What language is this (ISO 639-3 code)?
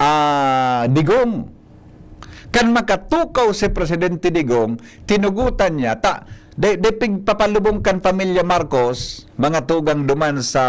bik